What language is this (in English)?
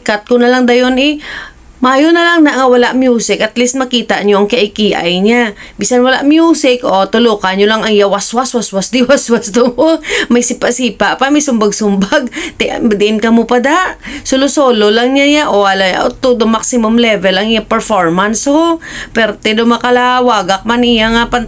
Hiligaynon